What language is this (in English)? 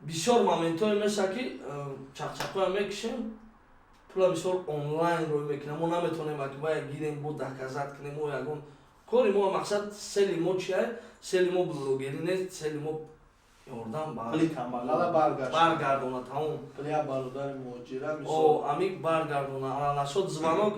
Tajik